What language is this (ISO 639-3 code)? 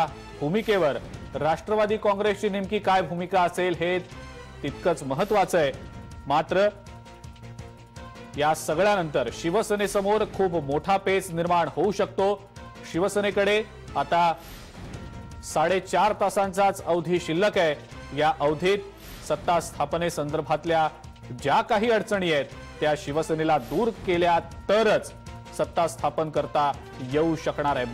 mar